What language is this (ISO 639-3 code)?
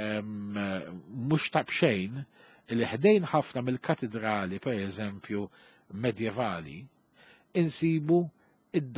mlt